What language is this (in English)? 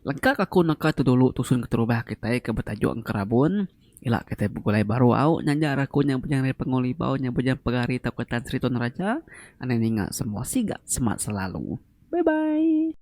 Iban